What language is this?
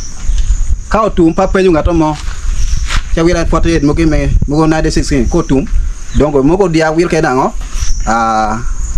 Acoli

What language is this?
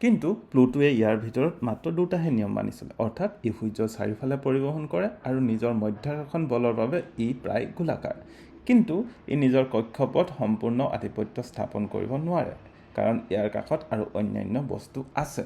Assamese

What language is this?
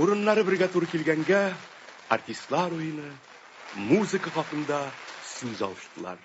Tatar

